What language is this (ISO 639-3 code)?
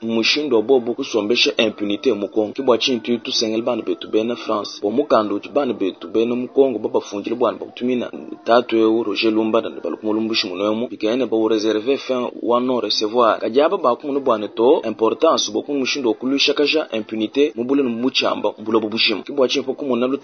lua